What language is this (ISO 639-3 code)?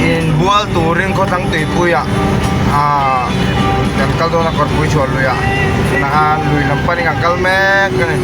lus